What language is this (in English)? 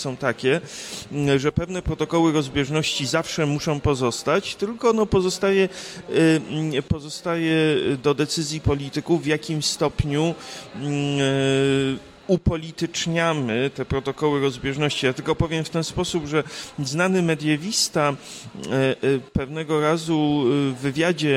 Polish